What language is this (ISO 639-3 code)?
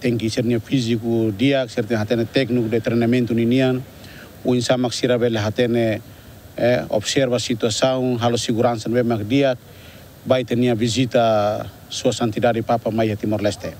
tet